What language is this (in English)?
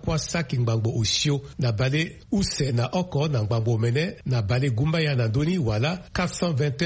Sango